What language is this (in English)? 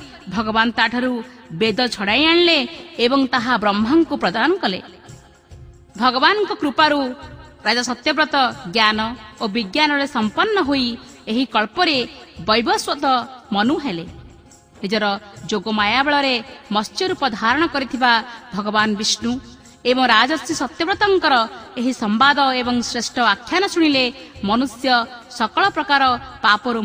Odia